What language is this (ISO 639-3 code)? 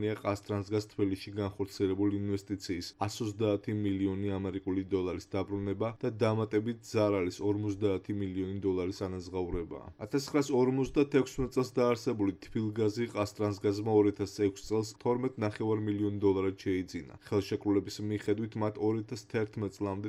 kat